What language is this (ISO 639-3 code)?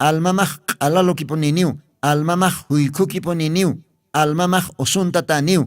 aym